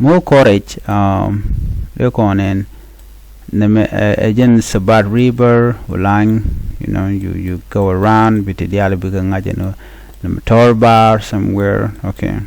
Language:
Nuer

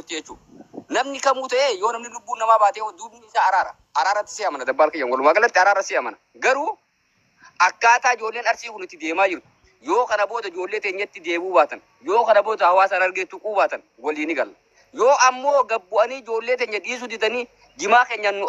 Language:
Oromo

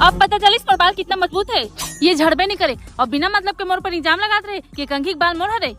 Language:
Chhattisgarhi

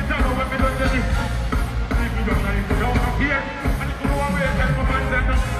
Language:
Jamaican Creole English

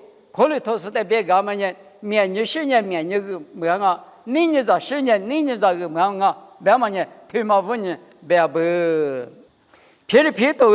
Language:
Lisu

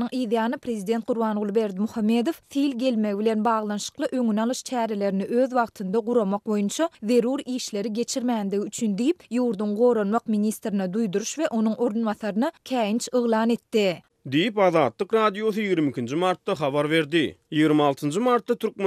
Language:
Turkmen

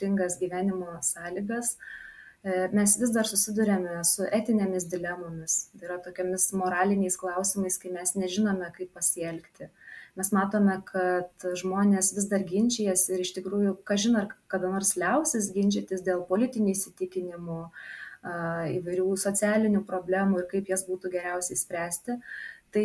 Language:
Lithuanian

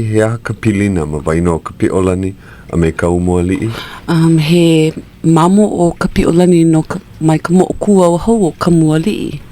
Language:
Hawaiian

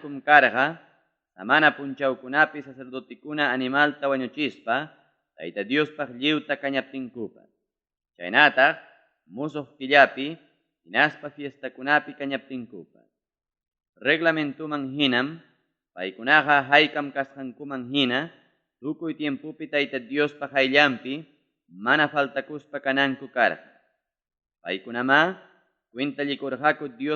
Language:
Ayacucho Quechua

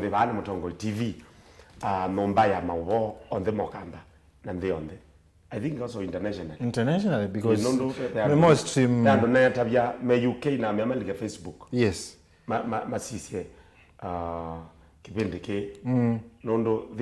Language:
Kamba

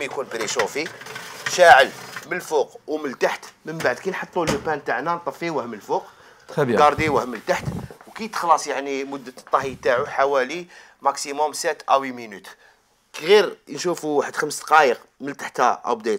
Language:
Algerian Arabic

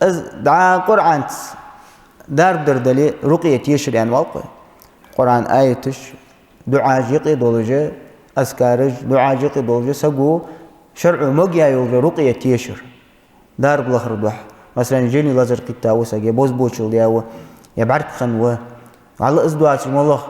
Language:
Ingush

